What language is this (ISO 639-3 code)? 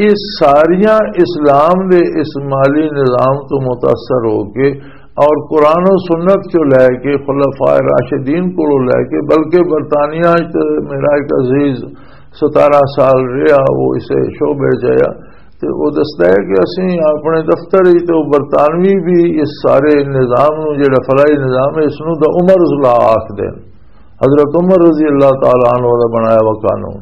lah